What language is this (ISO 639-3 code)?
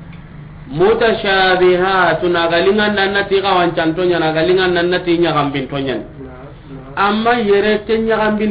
snk